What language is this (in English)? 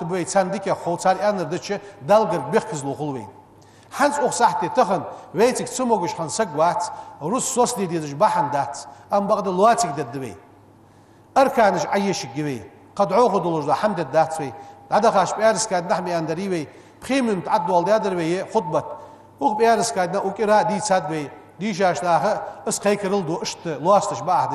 Ingush